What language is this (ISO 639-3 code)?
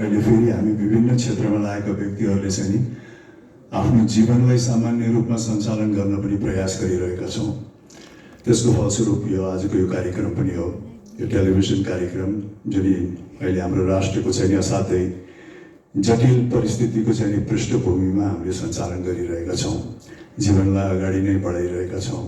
nep